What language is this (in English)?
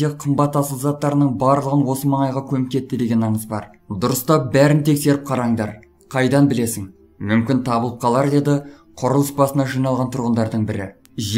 Kazakh